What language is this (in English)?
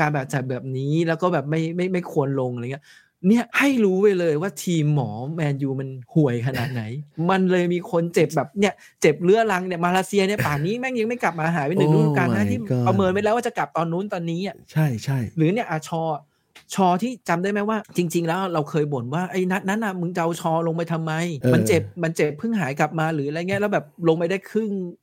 Thai